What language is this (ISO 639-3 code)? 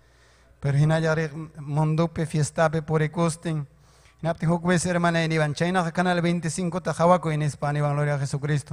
quy